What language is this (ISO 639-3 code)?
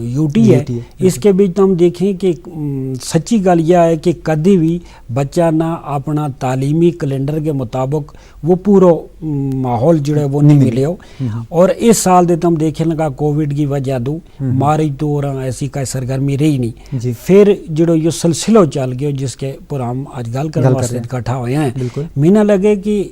gju